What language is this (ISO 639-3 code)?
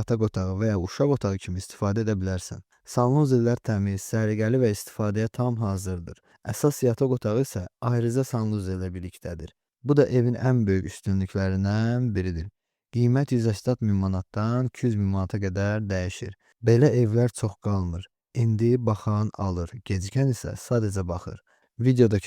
aze